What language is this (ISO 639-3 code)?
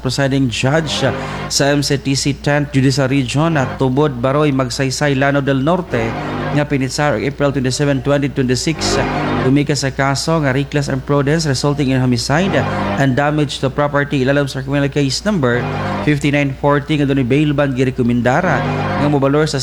ceb